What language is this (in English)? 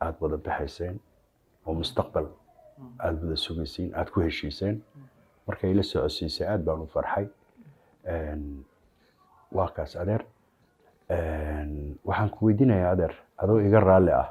Somali